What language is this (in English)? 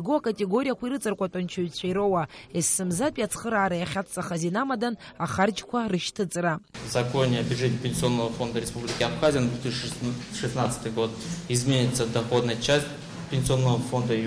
Abkhazian